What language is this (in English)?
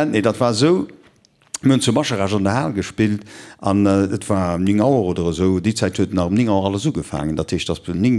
Luxembourgish